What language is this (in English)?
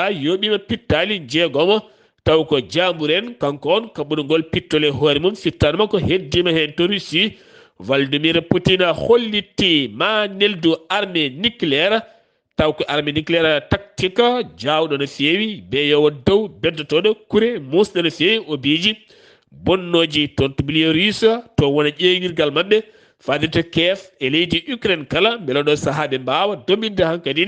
Fula